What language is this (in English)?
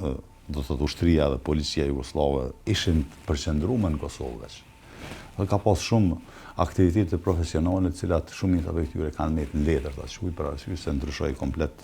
Albanian